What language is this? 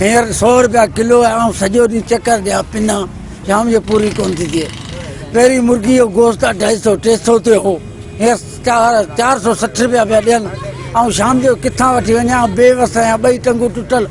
Sindhi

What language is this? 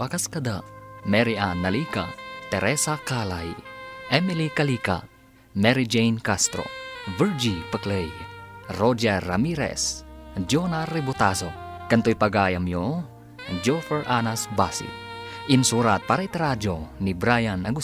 Iloko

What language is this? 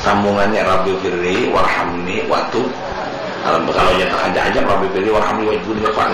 Banjar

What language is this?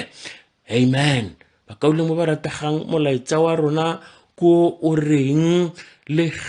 Tswana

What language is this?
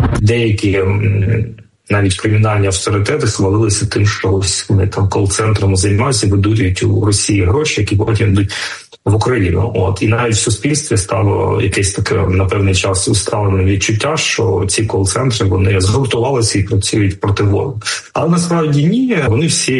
Ukrainian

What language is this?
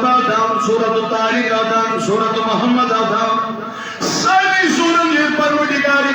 Kashmiri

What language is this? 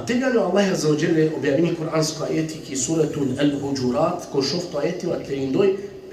Balkan Romani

